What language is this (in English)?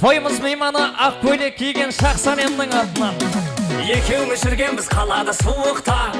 Kara-Kalpak